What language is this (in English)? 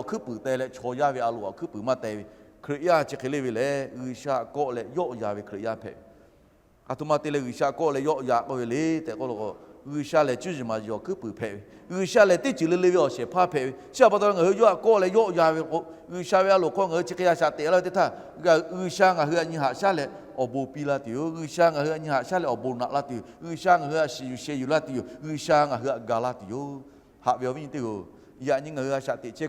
Lahu